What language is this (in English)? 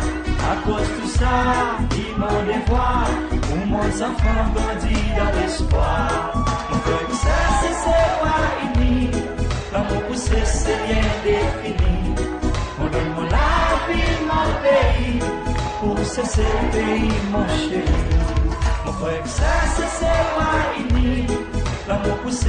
Seselwa Creole French